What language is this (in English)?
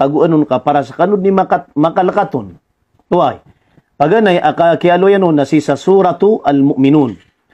Maranao